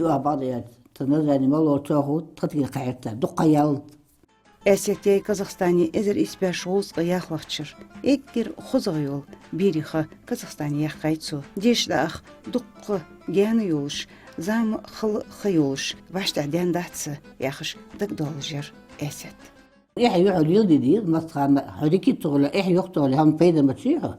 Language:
Ingush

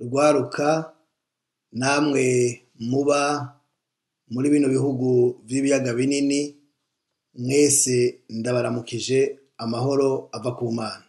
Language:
Rundi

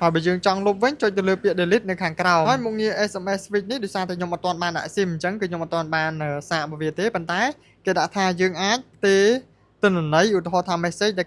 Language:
Khmer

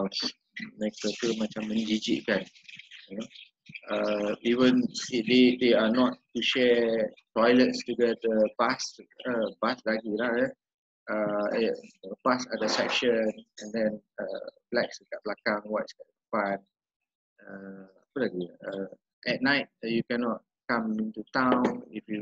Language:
Malay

